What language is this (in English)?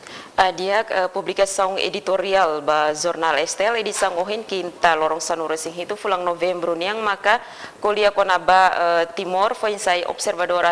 Tetum